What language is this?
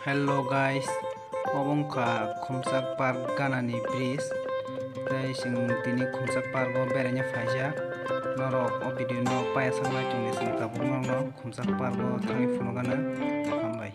Kok Borok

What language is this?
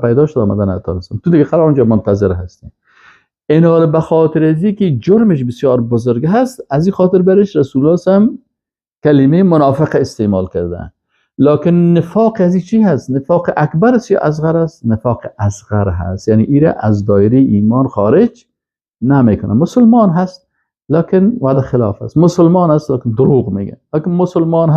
Persian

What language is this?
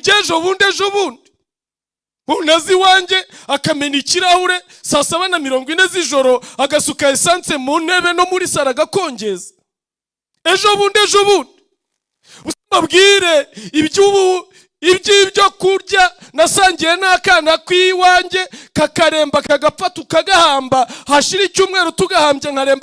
Kinyarwanda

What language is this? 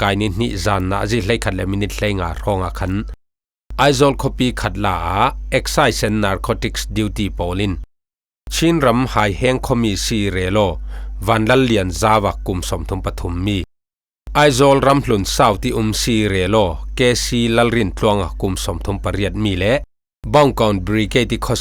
Falam Chin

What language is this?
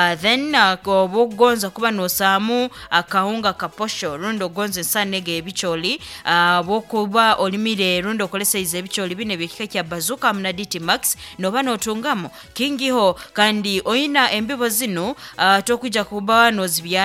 Nyoro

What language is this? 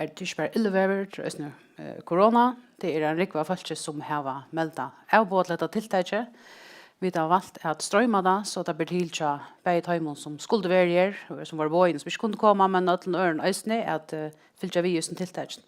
Faroese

